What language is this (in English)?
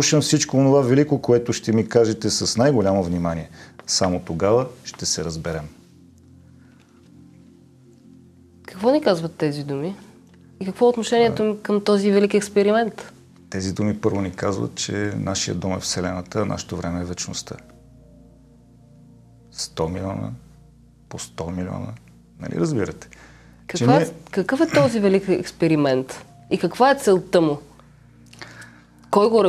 Bulgarian